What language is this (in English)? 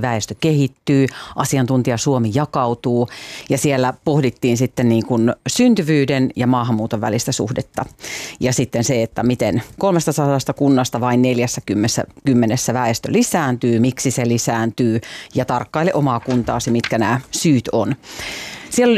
Finnish